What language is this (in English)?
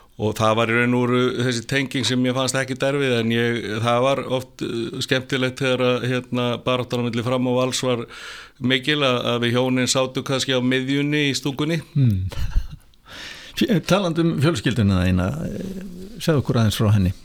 Icelandic